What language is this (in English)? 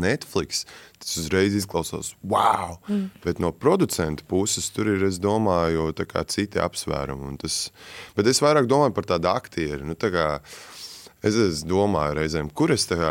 Latvian